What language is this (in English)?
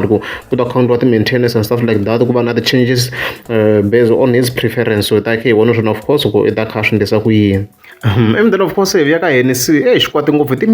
Tsonga